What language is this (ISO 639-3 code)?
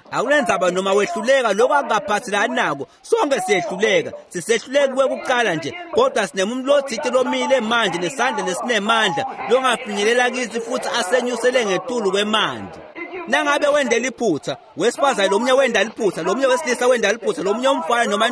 ssw